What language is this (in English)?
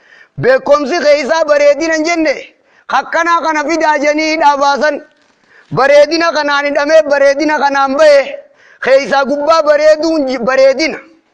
Oromo